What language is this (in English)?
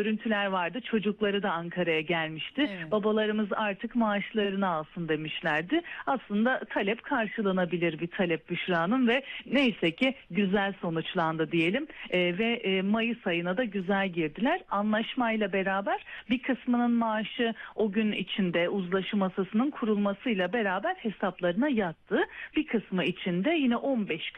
Turkish